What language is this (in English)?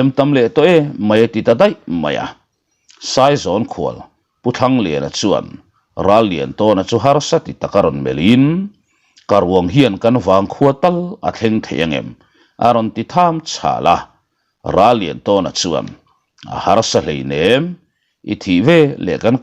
Mizo